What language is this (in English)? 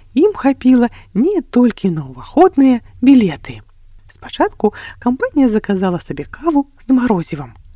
Belarusian